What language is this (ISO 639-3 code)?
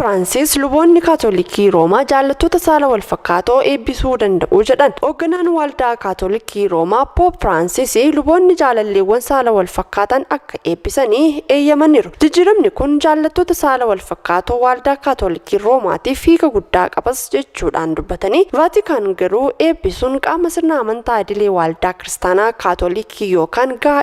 orm